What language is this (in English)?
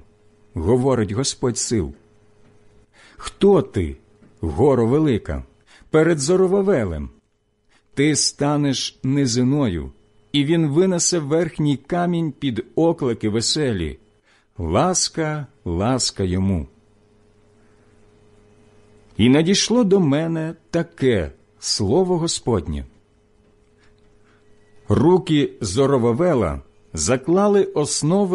Ukrainian